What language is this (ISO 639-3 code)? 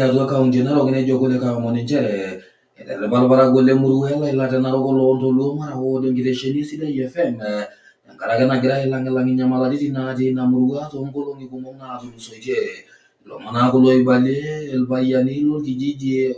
mas